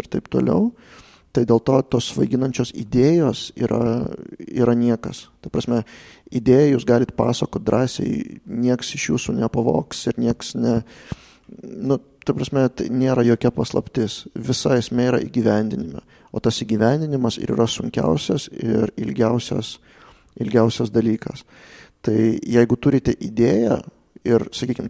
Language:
Lithuanian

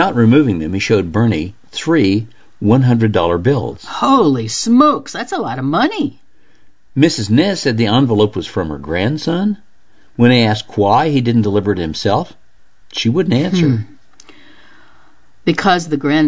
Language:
English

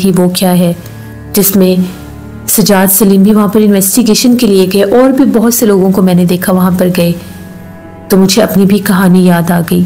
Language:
Hindi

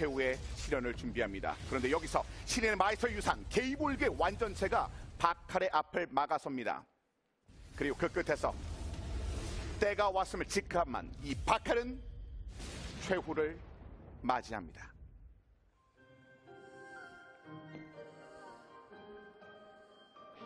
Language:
Korean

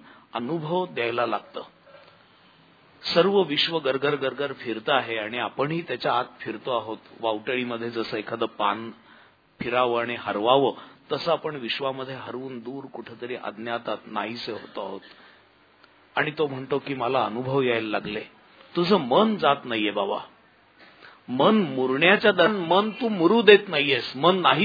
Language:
Marathi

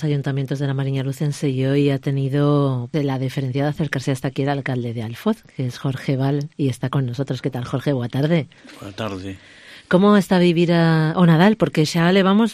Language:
Galician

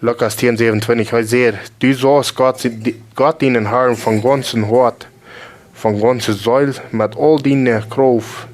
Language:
Plautdietsch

